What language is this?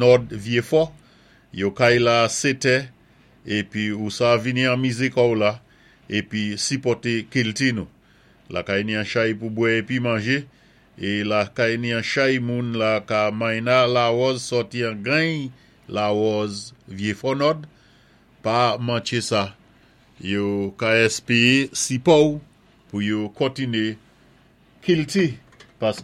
Saint Lucian Creole French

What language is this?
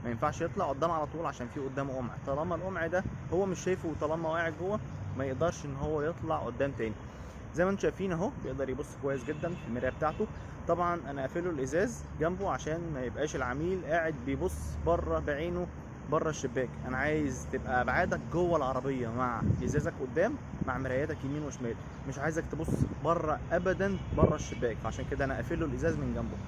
Egyptian Arabic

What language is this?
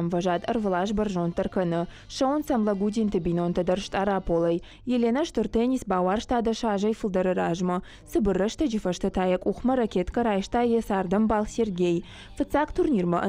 Ossetic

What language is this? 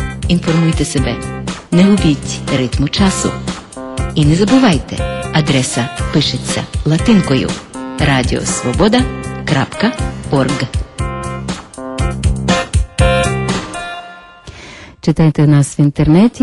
Ukrainian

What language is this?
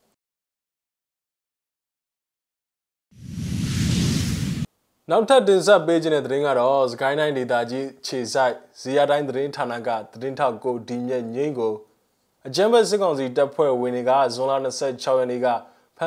Burmese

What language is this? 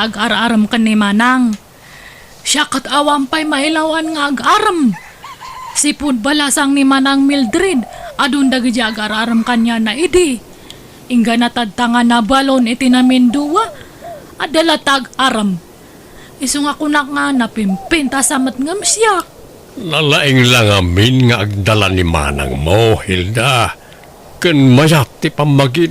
Iloko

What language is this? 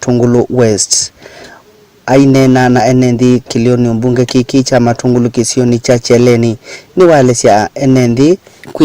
Kamba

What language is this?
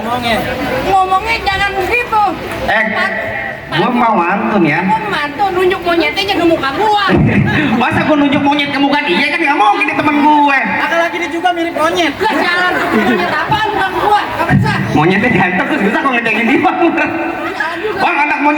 Betawi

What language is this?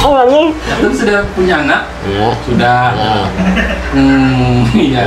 Banjar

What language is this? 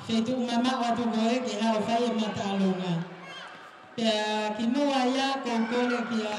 Tongan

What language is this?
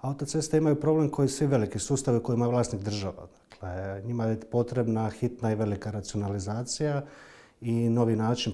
Croatian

